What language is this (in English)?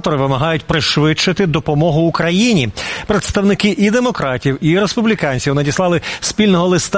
Ukrainian